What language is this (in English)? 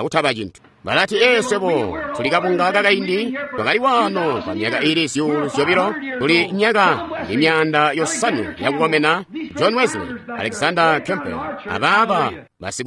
Tonga (Zambia)